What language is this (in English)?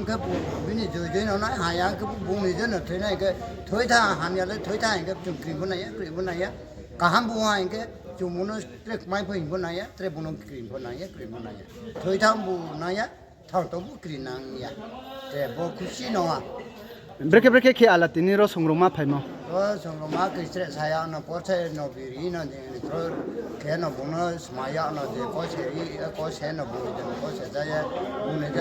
Riang (India)